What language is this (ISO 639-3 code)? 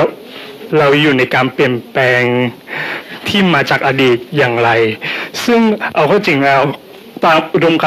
tha